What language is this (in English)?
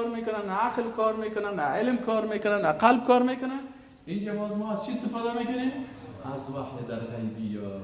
Persian